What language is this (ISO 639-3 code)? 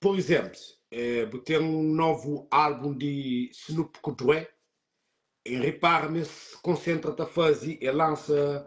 kea